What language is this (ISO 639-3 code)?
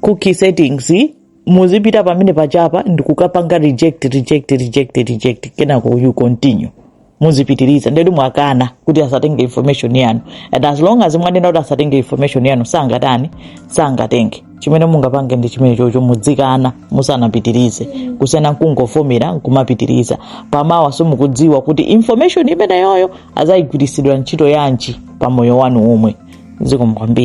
nya